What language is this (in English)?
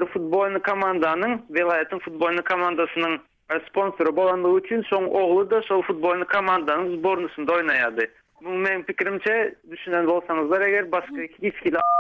Turkmen